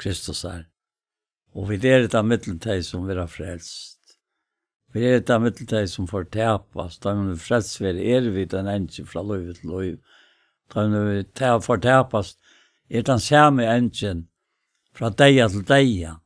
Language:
Faroese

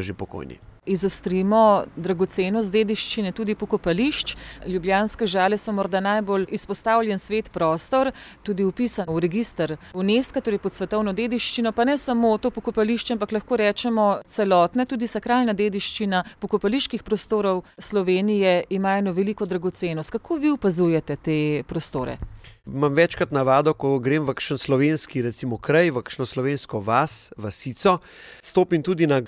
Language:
Slovenian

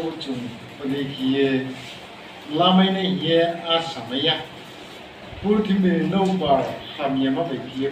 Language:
Riang (India)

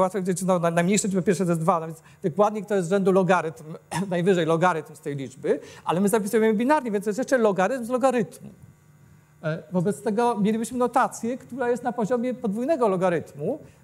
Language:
Polish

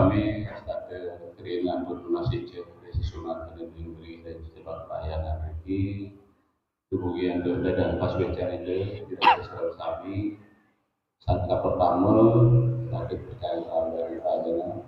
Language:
Balinese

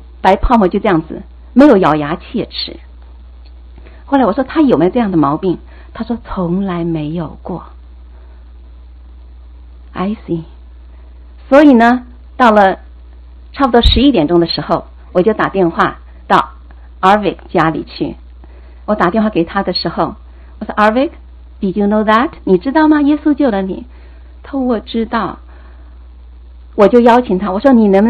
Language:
Chinese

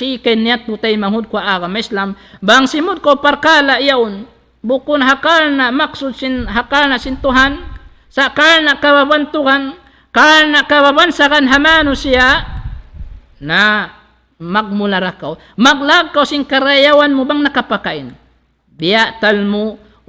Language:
Tausug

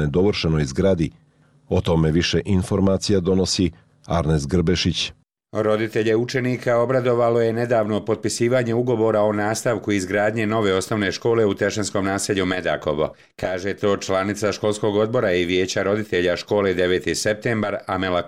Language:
Bosnian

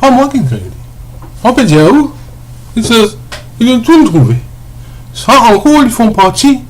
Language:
Morisyen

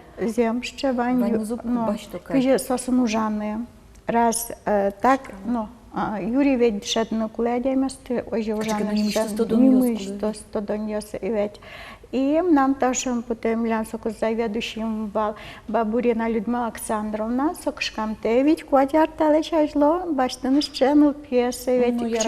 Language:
Udmurt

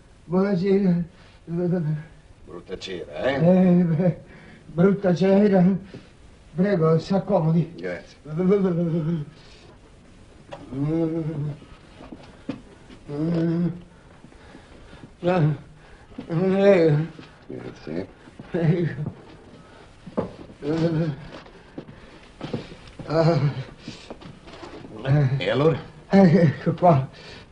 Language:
Italian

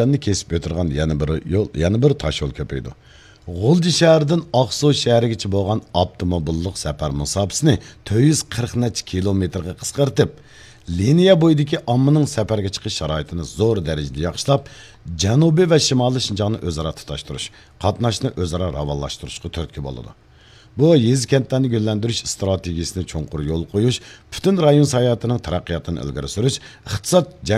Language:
Uyghur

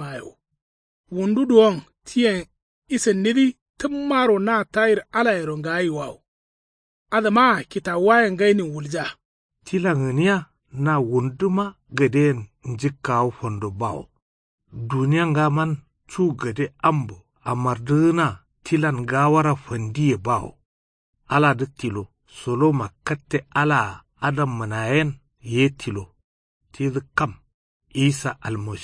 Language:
Kanuri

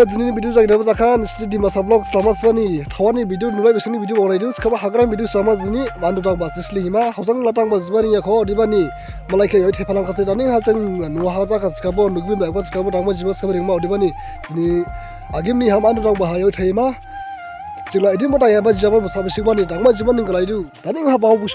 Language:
Dimasa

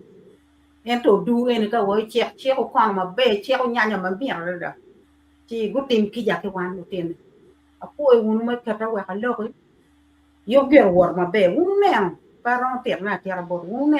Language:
Acoli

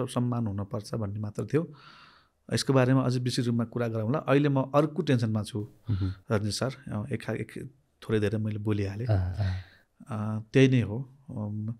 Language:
Nepali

